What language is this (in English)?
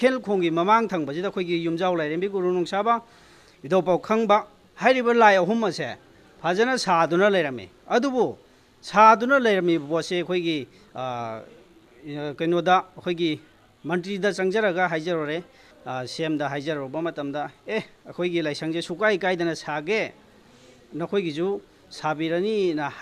Manipuri